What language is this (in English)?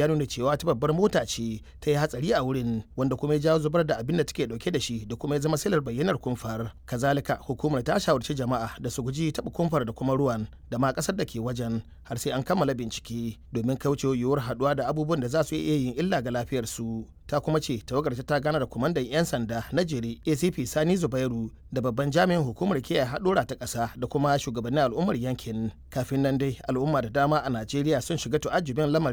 Hausa